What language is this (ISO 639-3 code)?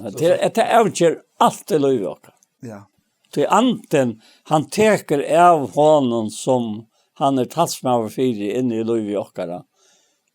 fao